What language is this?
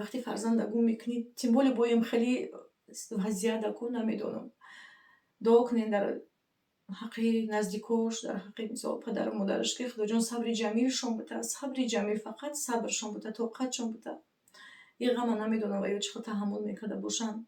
Tajik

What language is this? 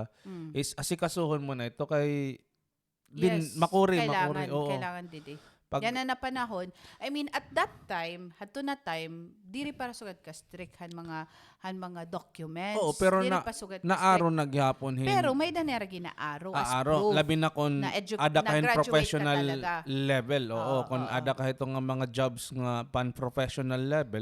Waray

